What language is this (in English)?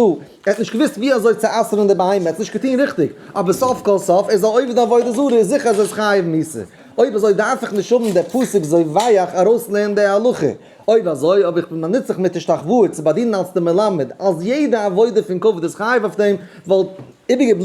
Yiddish